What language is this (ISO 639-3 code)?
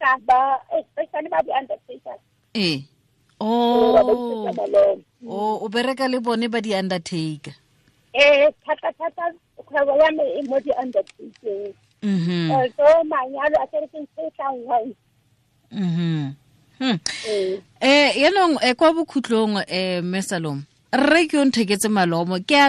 tsn